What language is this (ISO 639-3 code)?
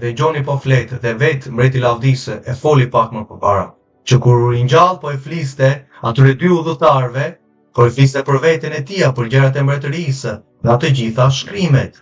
sqi